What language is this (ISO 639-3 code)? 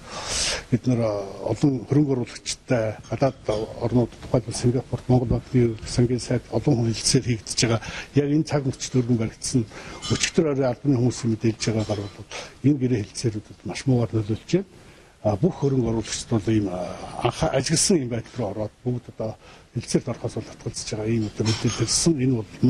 mon